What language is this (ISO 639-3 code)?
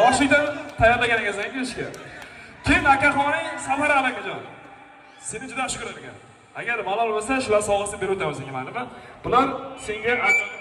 uzb